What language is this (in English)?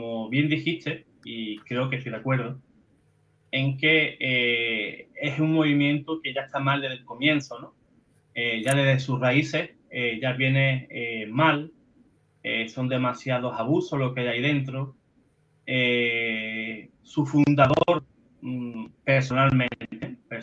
Spanish